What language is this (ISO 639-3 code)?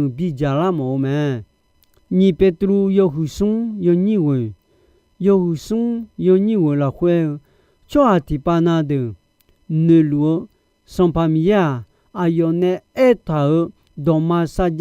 ahk